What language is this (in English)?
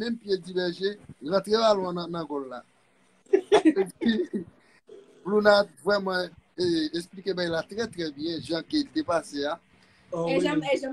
Haitian Creole